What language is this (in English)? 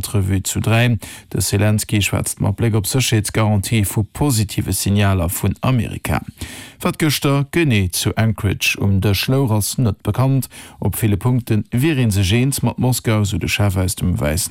Luxembourgish